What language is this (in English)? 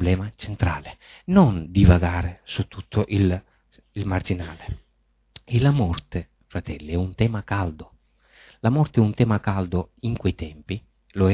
Italian